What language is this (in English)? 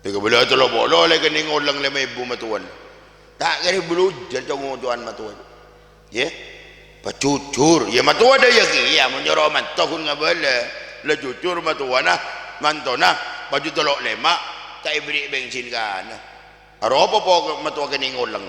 Madurese